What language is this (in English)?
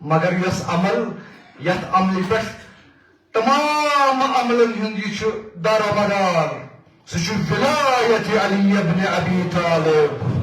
Kashmiri